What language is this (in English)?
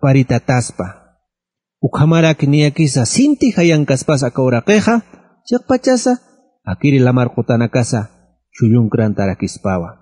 Aymara